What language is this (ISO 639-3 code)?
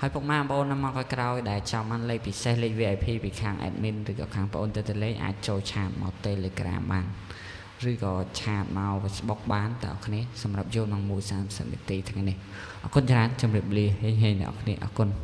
khm